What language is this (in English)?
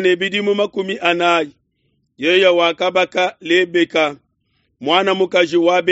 Luba-Lulua